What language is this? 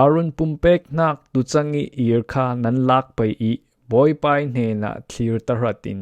Falam Chin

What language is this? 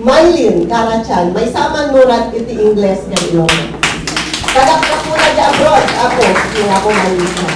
Iloko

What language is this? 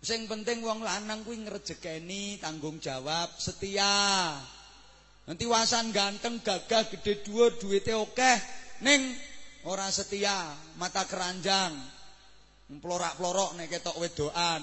Javanese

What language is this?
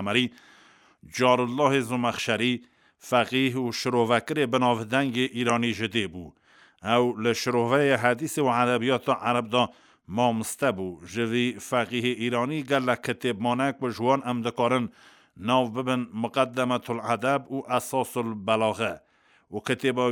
Kurdish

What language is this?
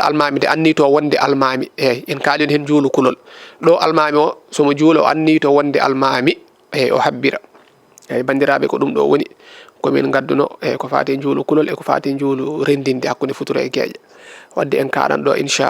Fula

